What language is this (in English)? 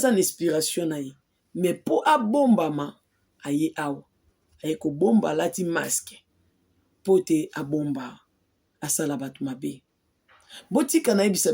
Lingala